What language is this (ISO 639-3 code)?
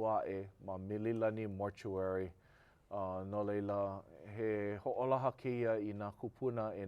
haw